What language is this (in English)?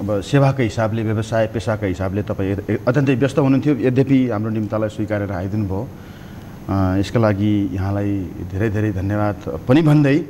Nepali